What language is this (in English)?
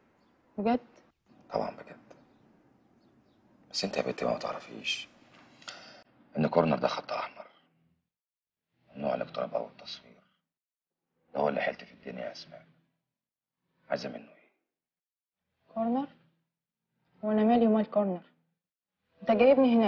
Egyptian Arabic